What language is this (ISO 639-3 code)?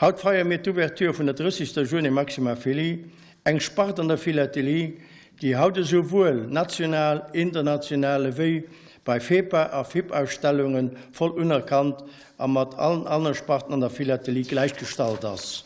ltz